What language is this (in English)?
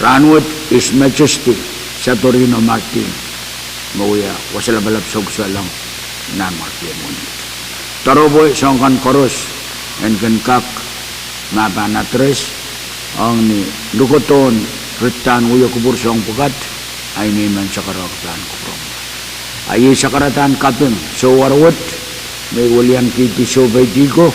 Pohnpeian